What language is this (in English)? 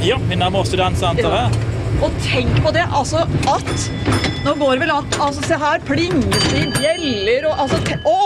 Norwegian